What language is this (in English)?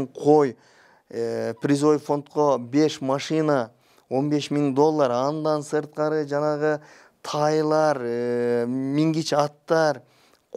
Kyrgyz